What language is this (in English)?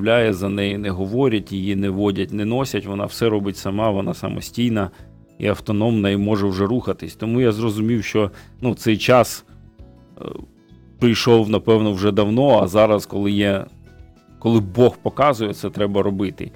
Ukrainian